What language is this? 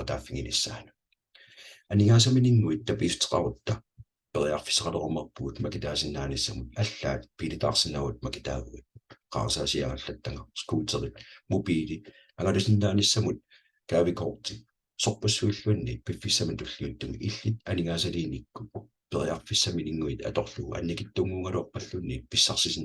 Kalaallisut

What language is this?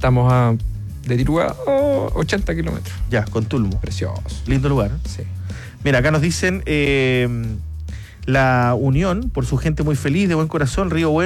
Spanish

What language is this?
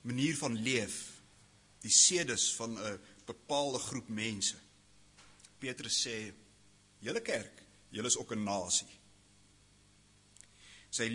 Afrikaans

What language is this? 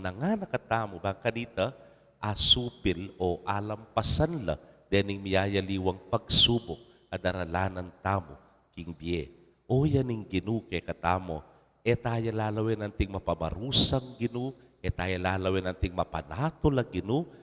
Pampanga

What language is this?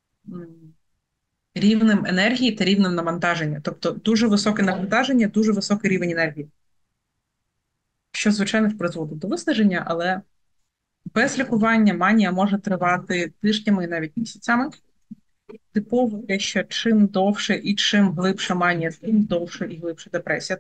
Ukrainian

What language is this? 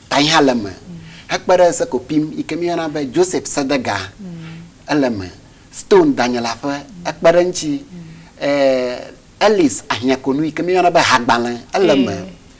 Ewe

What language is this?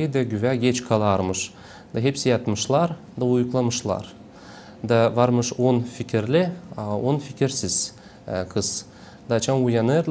Gagauz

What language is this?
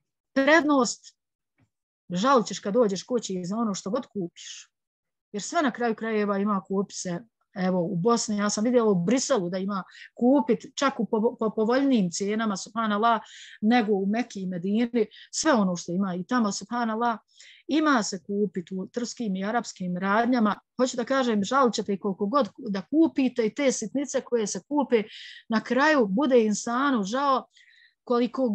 Bosnian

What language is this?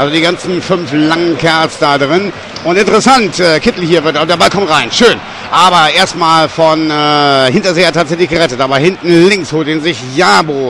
German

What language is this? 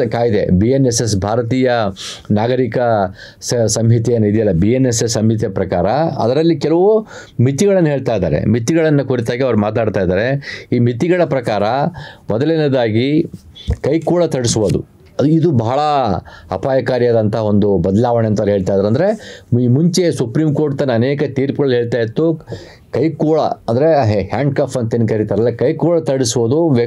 Kannada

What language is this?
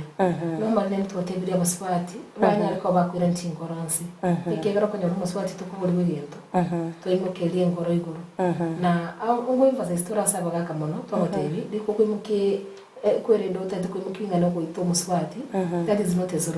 Gusii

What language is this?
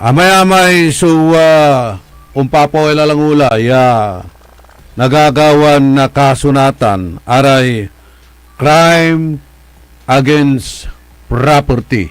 Pangasinan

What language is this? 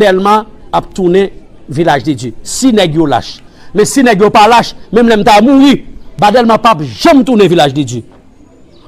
Haitian Creole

